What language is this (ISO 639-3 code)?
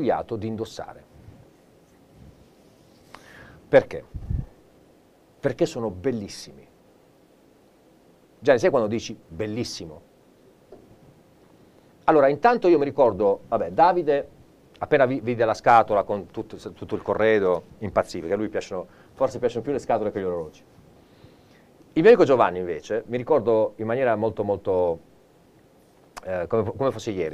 ita